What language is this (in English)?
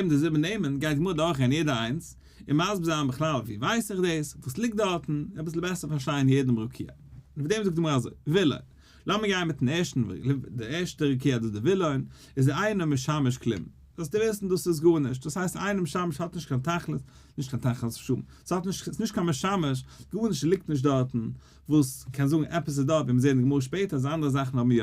Yiddish